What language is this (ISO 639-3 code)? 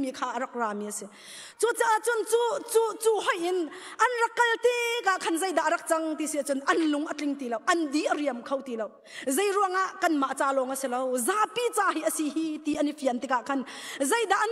cnh